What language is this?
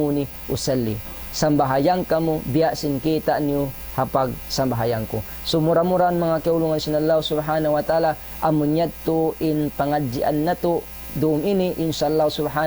Tausug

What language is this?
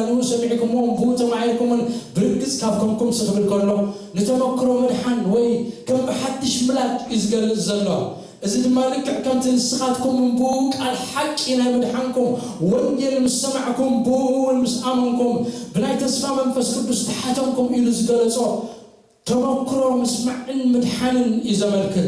Tigrinya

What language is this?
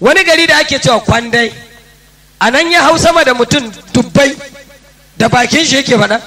Hausa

